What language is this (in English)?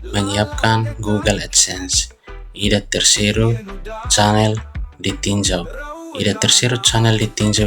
Tetum